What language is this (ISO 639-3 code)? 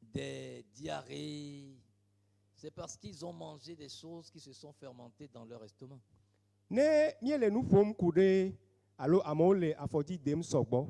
ewe